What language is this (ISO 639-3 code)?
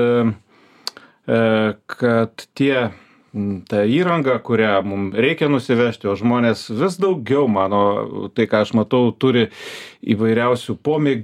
lit